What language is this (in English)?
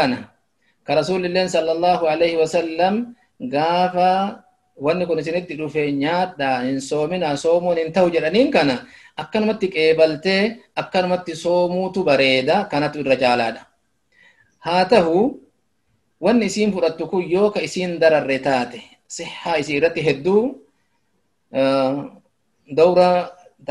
Oromo